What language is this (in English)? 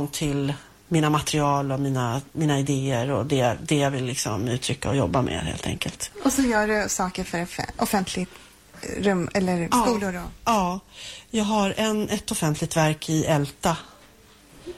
Swedish